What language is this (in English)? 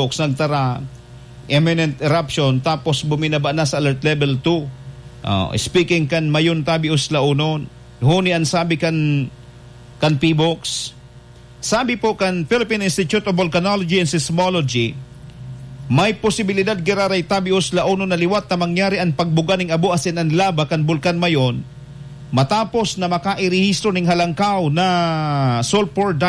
Bikol